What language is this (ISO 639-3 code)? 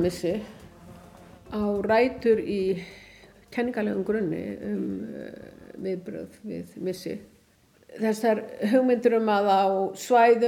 isl